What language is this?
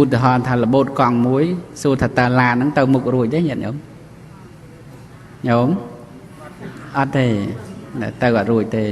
Khmer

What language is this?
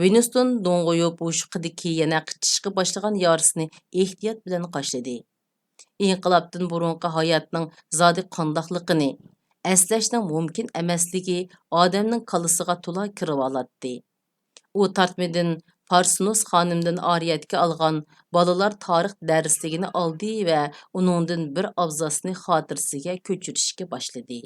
Uyghur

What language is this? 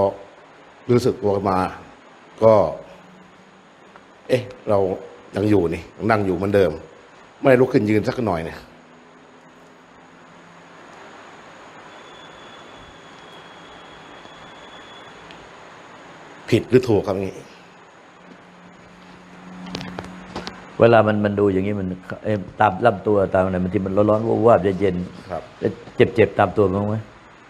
Thai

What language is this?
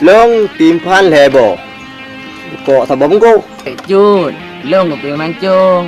Achinese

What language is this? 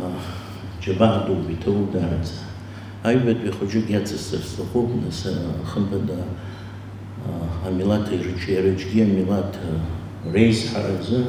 Abkhazian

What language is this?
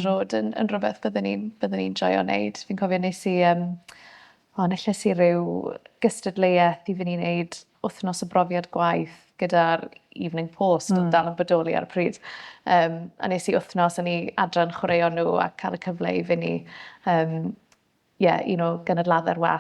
Welsh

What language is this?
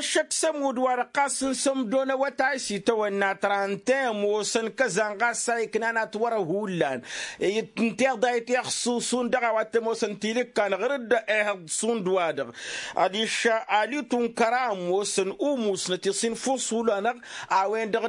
Tamasheq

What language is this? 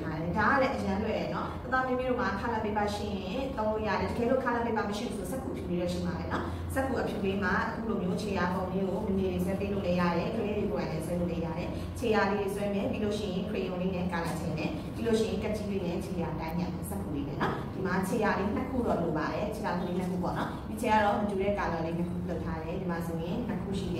Burmese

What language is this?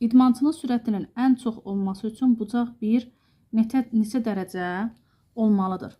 Azerbaijani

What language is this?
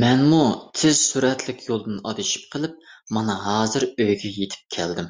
Uyghur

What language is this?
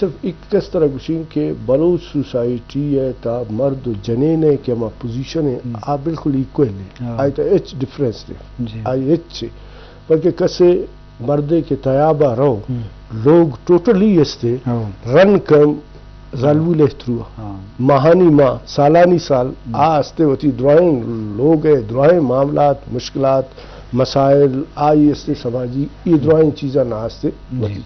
Eastern Balochi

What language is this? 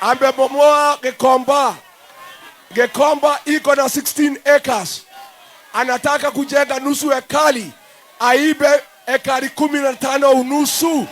Swahili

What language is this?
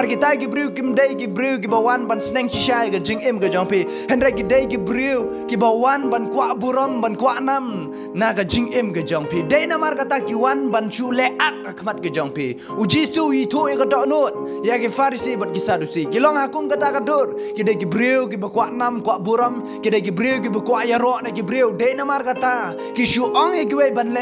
Khasi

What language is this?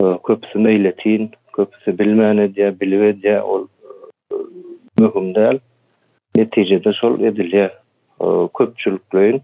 Turkmen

